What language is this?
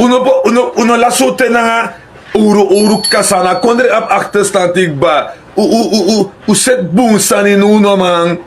Sranan Tongo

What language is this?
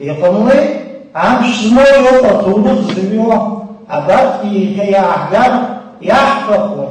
Abkhazian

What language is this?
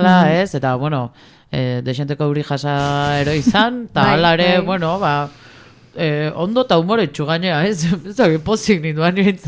Basque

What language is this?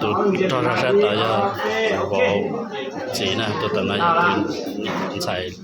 Hmong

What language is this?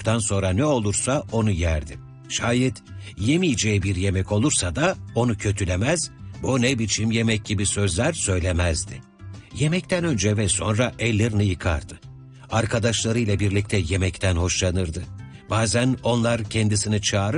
Turkish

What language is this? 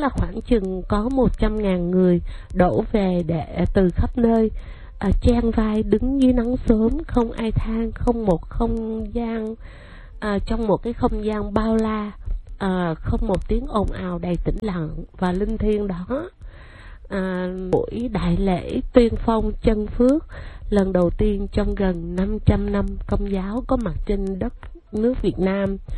Vietnamese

